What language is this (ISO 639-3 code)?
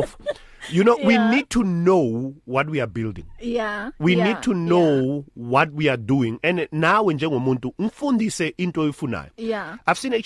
eng